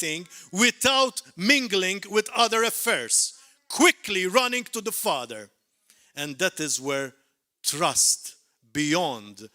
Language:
English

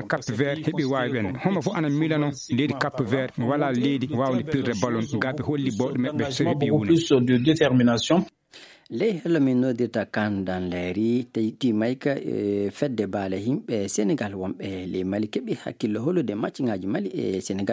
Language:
Fula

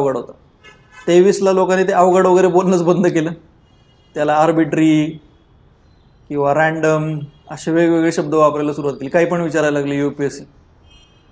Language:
Marathi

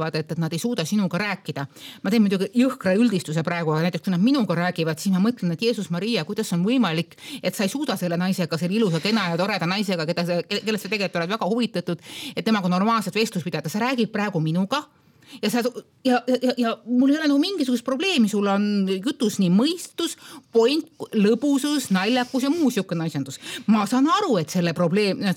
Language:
Estonian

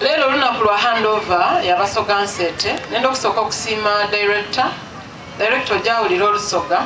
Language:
Soga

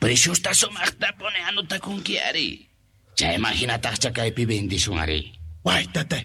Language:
South Bolivian Quechua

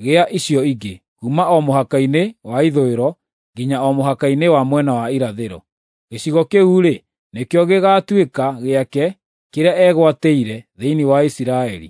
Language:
Kikuyu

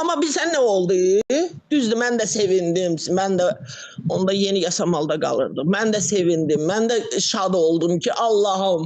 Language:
Azerbaijani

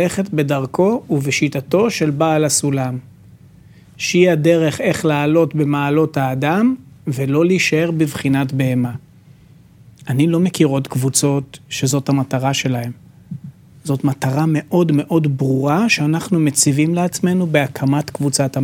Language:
Hebrew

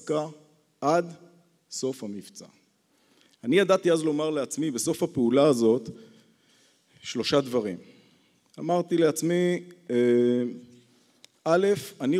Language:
Hebrew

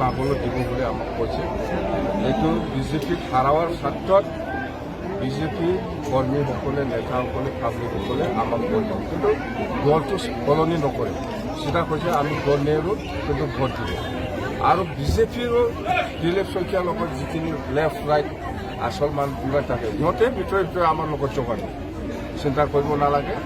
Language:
Assamese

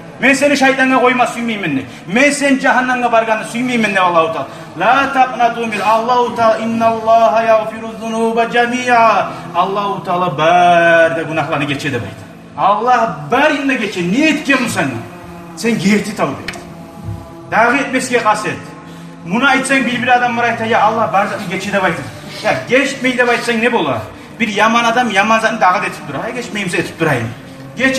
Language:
Kumyk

